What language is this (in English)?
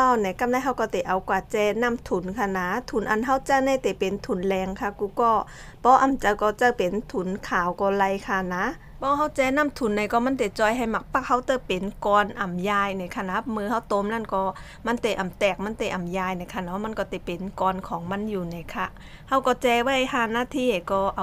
Shan